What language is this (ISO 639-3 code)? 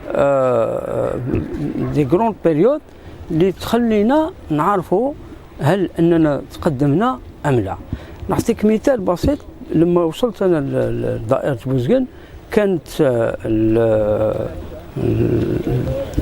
arq